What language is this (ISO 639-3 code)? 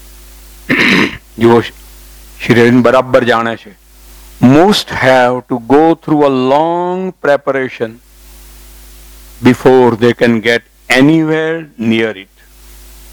guj